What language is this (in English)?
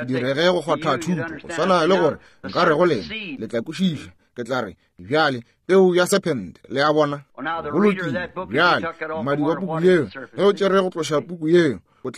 Northern Sotho